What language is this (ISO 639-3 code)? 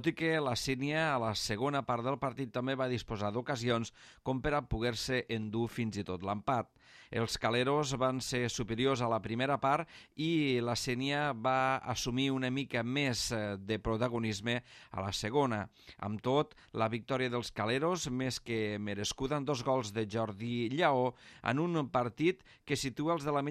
cat